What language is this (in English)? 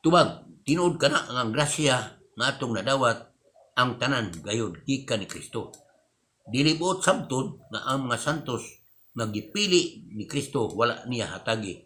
Cebuano